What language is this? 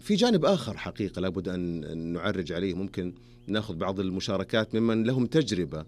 Najdi Arabic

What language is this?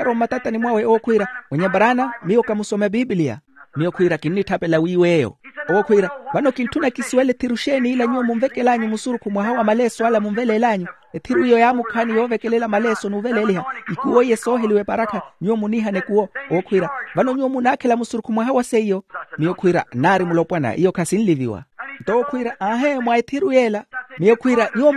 Makhuwa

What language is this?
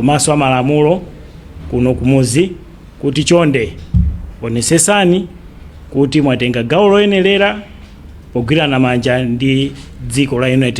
Nyanja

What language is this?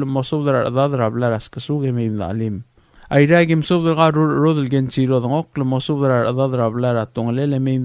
Palauan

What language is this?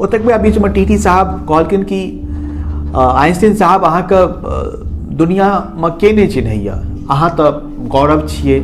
Maithili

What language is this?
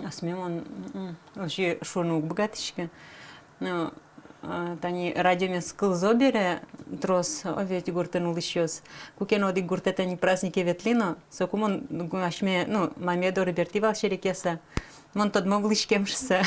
Udmurt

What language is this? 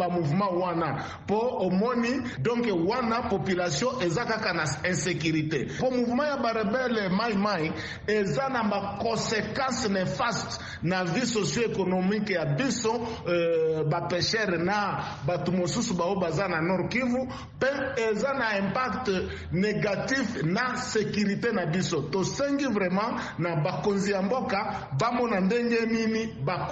Lingala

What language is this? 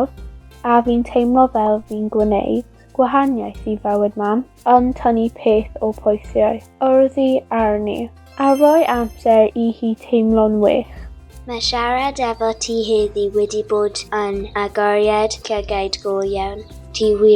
Welsh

